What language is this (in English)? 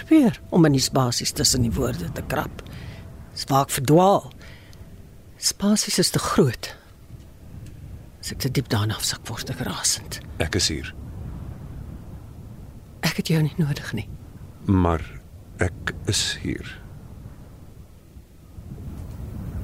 Afrikaans